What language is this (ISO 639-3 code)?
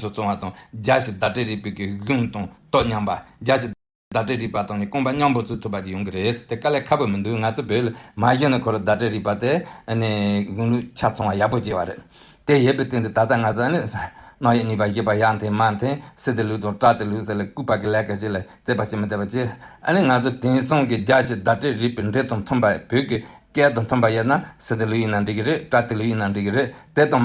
bod